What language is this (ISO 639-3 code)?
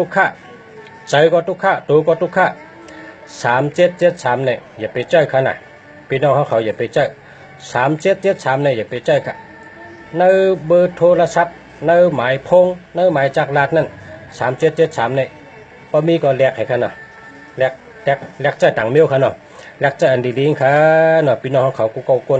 shn